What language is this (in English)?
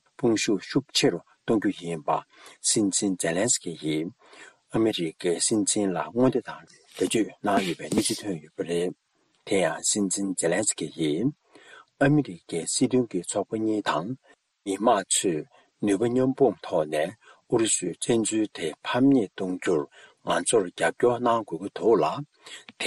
Tibetan